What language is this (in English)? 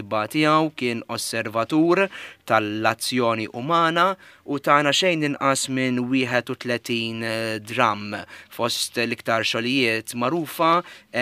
Maltese